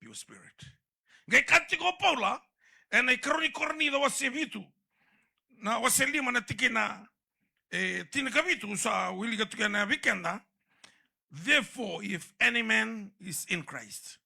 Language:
Fijian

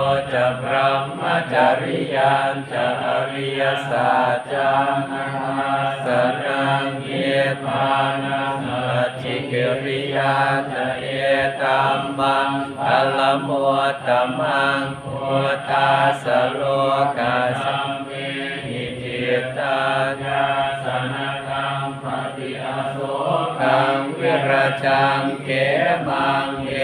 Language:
Pali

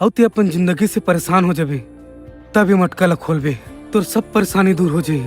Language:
Chhattisgarhi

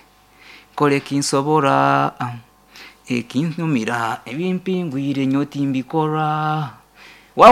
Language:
Nyankole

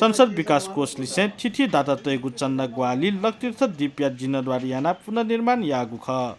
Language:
Newari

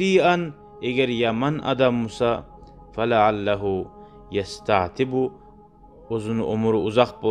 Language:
Kumyk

